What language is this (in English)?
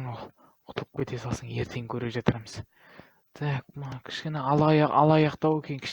Kazakh